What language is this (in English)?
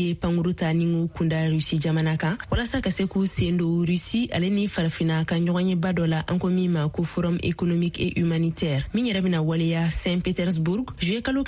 Bambara